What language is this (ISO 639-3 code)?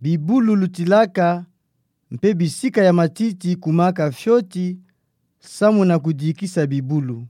ktu